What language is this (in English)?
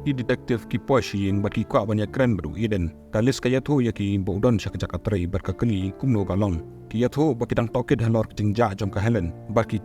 Khasi